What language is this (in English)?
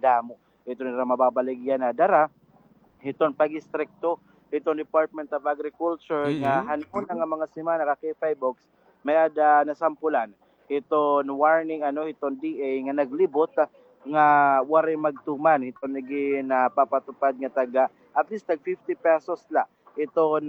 Waray